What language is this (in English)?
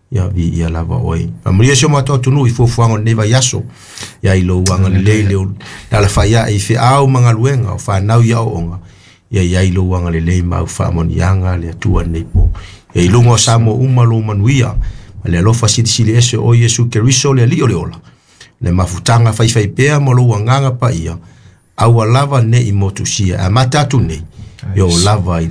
Samoan